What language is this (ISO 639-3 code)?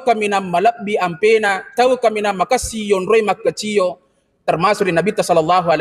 bug